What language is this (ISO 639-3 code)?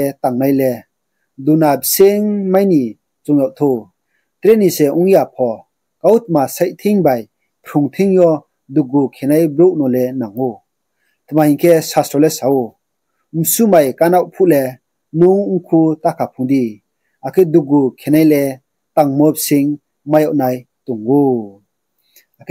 ria